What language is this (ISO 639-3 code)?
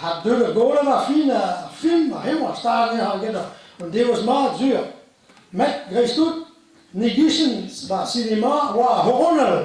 bre